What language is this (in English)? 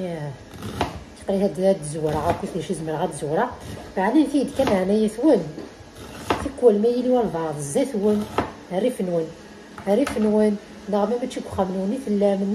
Kabyle